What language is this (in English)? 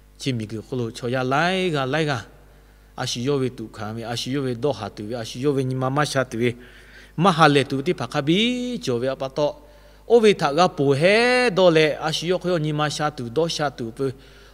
Lahu